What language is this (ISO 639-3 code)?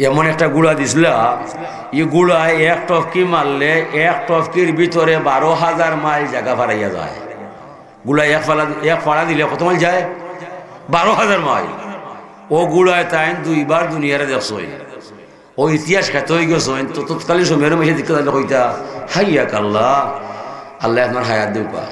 syl